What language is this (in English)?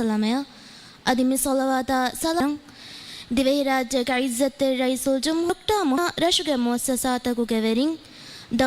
Divehi